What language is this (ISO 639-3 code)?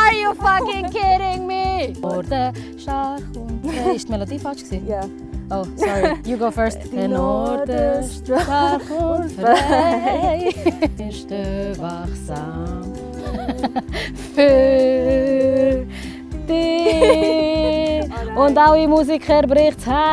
gsw